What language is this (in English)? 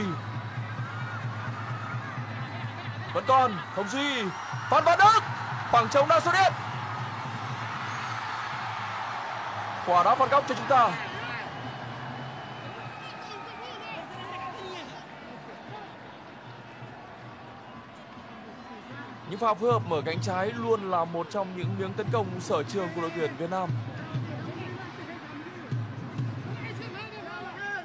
Vietnamese